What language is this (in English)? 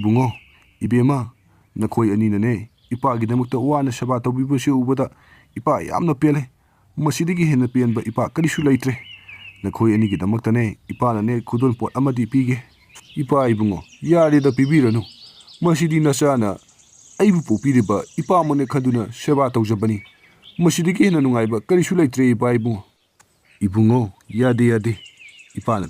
Manipuri